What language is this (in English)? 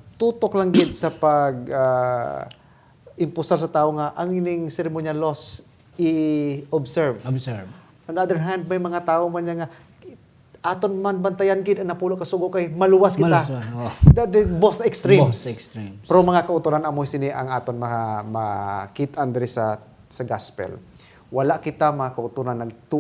Hiligaynon